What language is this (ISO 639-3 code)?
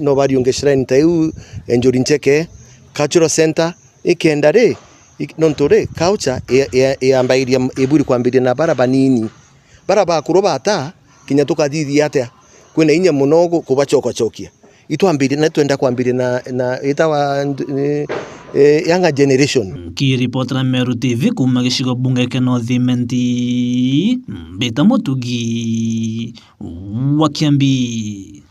mer